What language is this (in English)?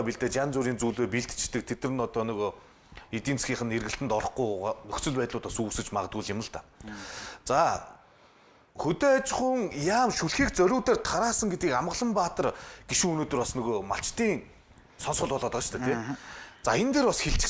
Mongolian